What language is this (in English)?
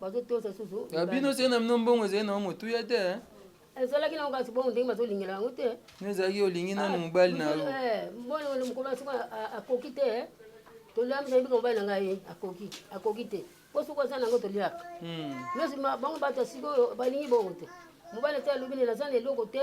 Lingala